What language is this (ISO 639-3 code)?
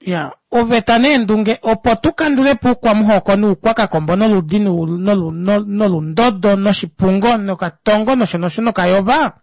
kua